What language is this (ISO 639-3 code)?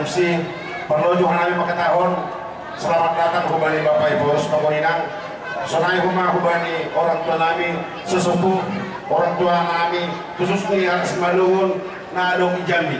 bts